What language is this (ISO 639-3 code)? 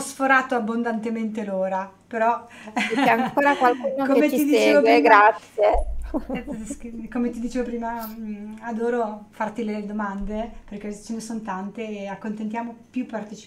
ita